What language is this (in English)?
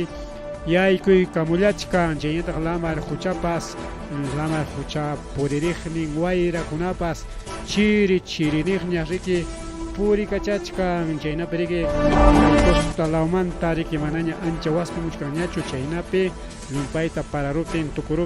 Ayacucho Quechua